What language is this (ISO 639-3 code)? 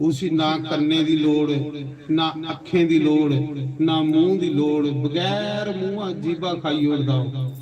doi